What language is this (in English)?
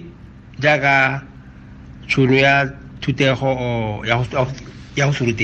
Tswana